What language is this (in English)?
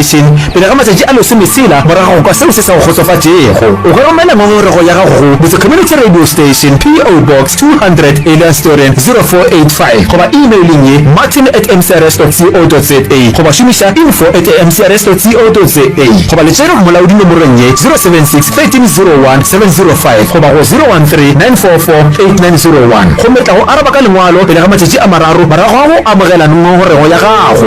Northern Sotho